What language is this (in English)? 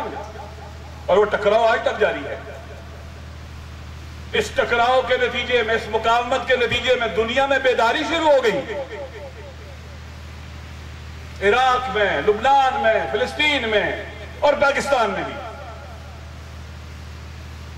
Urdu